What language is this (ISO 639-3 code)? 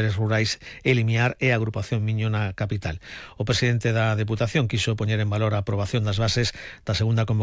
glg